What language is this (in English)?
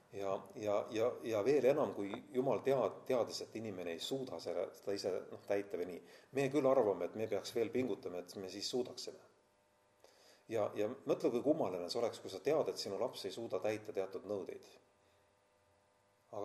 Estonian